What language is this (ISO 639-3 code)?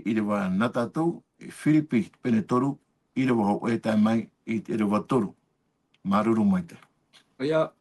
tah